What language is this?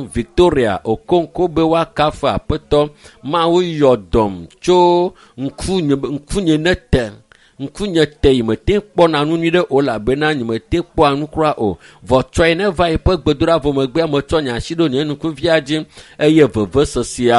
Ewe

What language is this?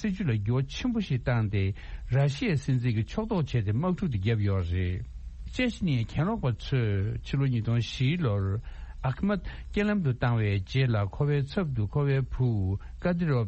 Tibetan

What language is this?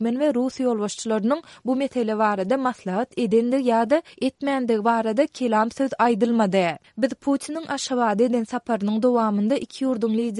Turkmen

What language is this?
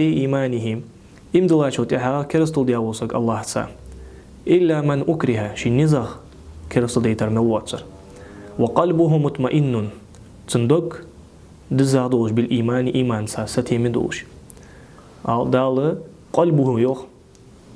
Ingush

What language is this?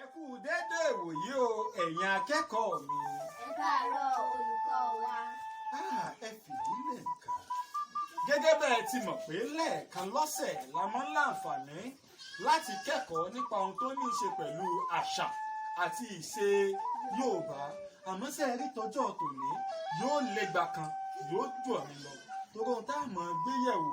Yoruba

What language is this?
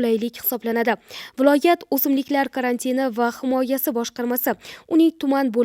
Uzbek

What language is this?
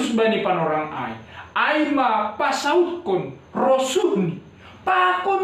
Batak Simalungun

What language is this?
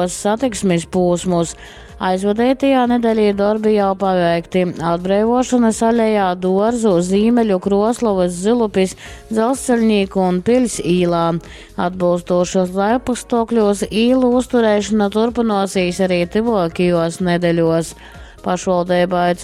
Latgalian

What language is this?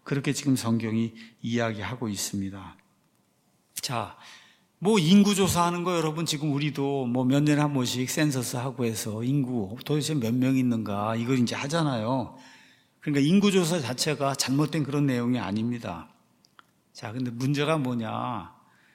Korean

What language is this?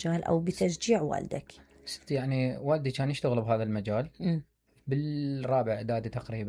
Mesopotamian Arabic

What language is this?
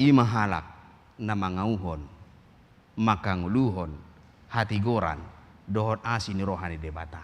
Batak Toba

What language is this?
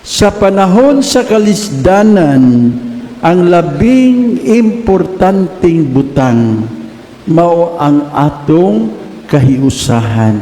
Cebuano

